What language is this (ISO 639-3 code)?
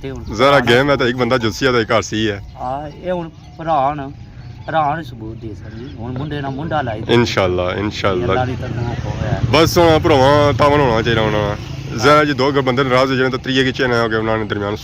phr